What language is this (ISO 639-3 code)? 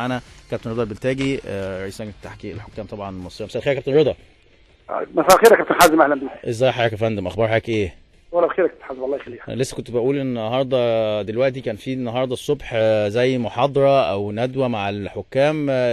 arz